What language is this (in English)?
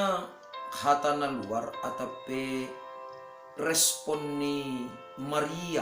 Batak Simalungun